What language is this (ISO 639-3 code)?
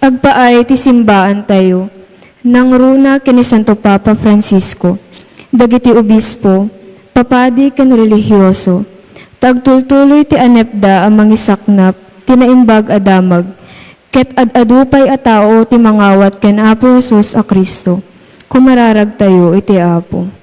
ilo